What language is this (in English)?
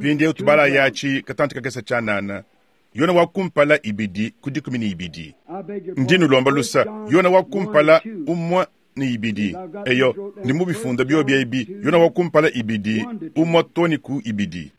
Luba-Lulua